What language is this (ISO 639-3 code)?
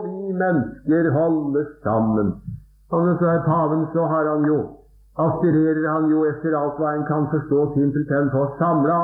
nor